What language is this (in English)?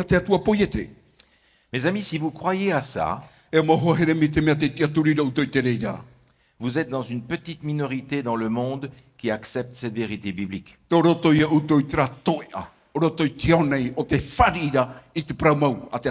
Tahitian